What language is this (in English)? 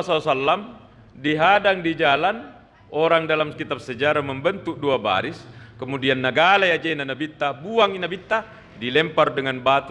Buginese